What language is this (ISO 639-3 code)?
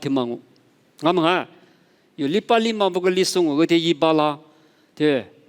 lis